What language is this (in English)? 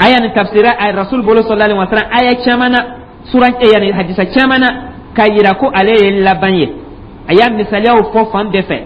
Dyula